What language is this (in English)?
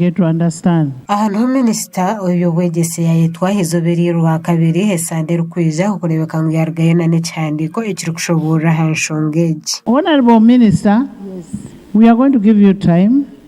Nyankole